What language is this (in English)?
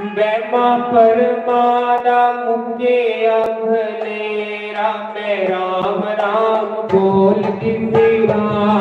Dogri